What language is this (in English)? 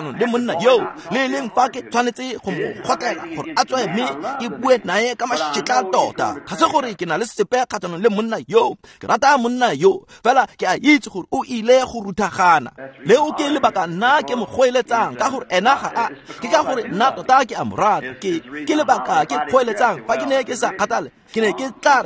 Tswana